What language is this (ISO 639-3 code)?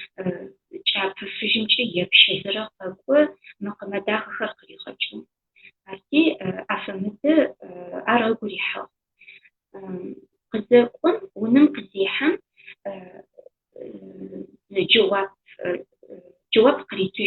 ady